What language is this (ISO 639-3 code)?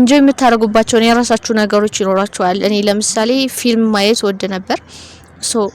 amh